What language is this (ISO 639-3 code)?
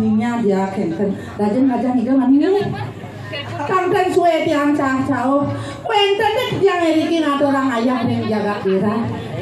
ban